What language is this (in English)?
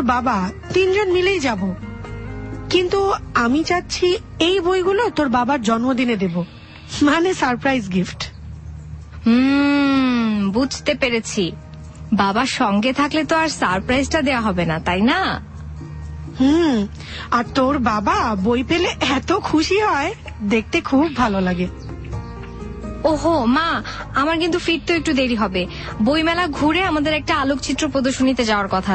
Bangla